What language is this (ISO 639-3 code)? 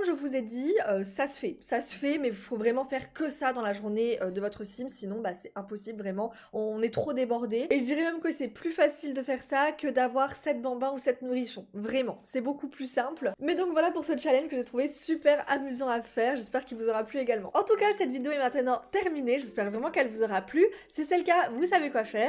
fra